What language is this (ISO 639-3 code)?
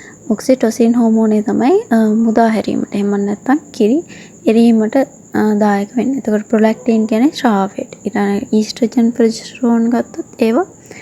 sin